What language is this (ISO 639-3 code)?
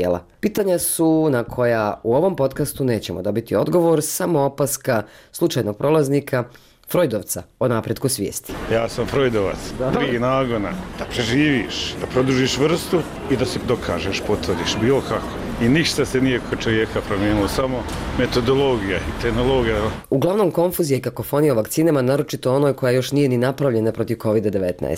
bos